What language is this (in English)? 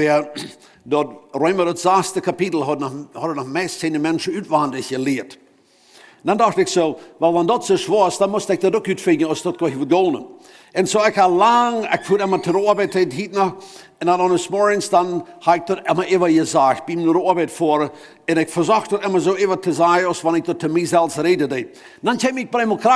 Plautdietsch